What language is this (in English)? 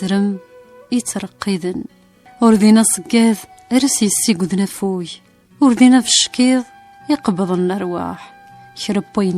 Kabyle